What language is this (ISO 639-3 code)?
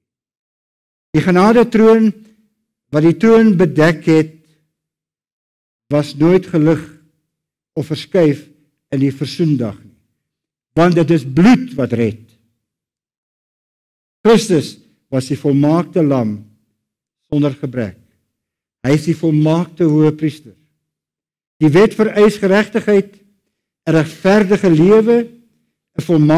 afr